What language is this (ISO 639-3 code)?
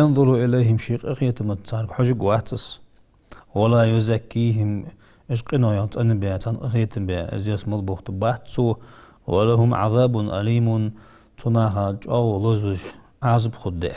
inh